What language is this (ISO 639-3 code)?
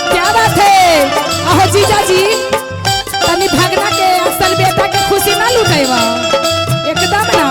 mag